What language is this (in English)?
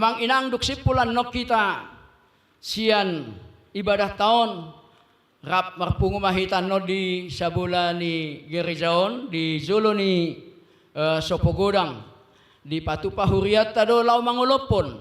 Batak Toba